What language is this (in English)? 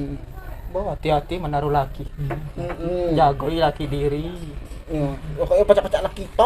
Musi